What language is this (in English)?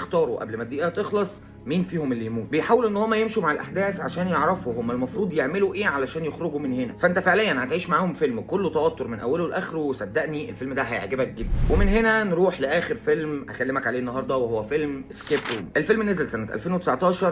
Egyptian Arabic